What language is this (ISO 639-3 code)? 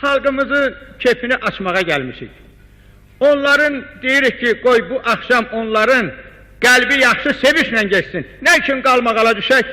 azb